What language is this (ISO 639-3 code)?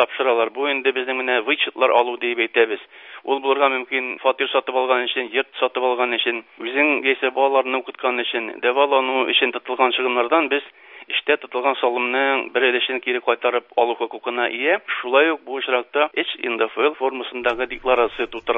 tat